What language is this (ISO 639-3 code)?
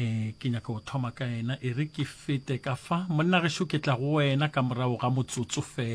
nso